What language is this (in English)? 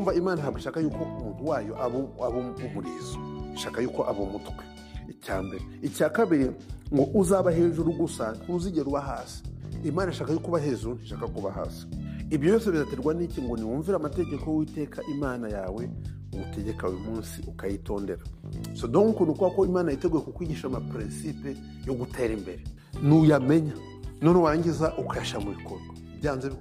Kinyarwanda